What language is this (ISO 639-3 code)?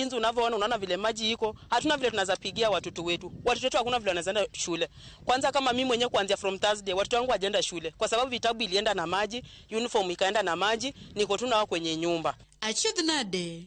luo